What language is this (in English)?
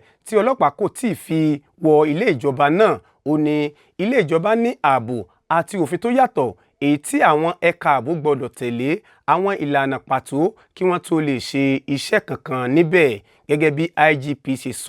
Yoruba